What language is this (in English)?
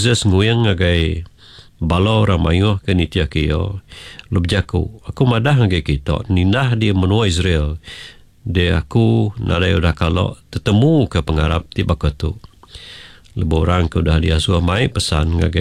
Iban